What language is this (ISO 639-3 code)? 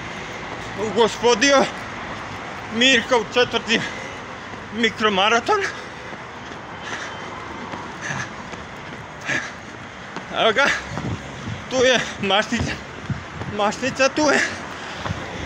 hrv